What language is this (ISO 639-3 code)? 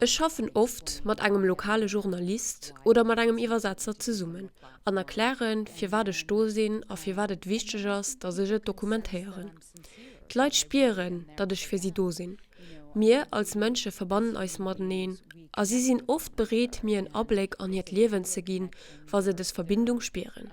ltz